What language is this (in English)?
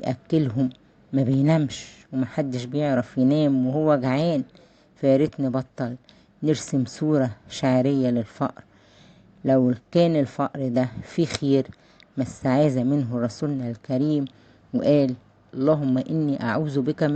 Egyptian Arabic